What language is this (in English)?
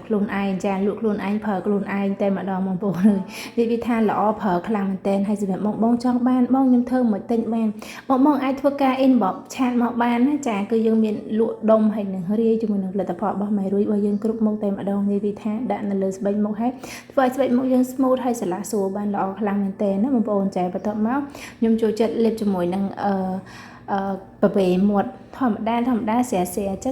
Khmer